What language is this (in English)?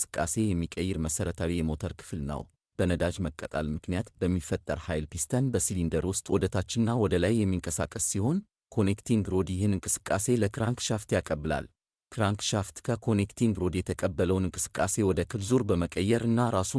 Amharic